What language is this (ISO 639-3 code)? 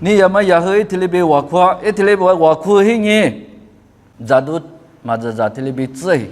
lis